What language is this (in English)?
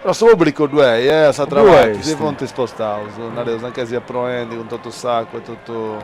Sardinian